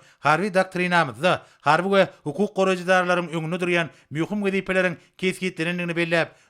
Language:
Turkmen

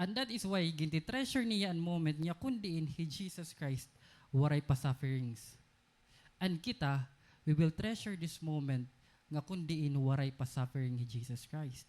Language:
Waray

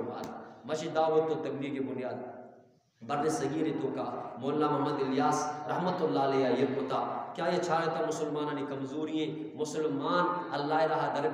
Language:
Eastern Balochi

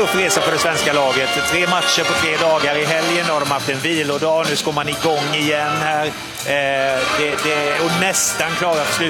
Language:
Swedish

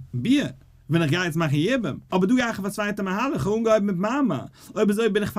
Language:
Yiddish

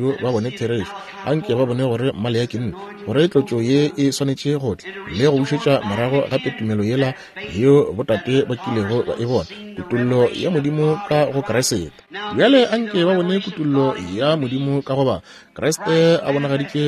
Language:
Northern Sotho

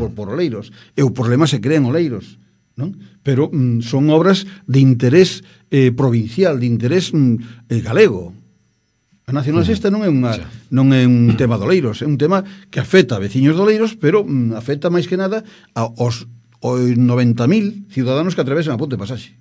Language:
Galician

